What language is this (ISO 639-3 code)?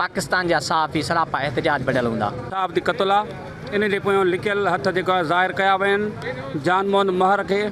snd